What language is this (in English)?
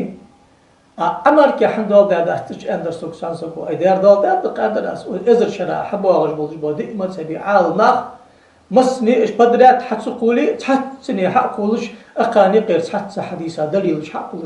Ingush